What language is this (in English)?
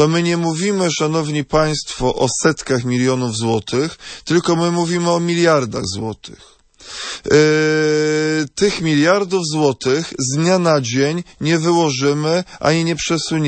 Polish